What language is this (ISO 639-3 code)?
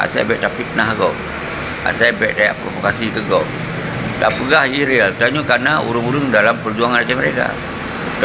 ace